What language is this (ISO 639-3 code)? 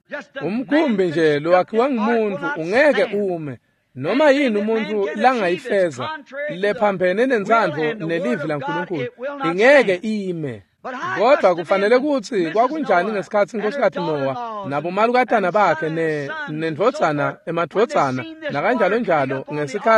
ssw